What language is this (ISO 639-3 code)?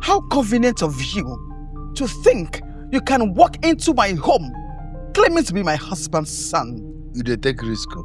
pcm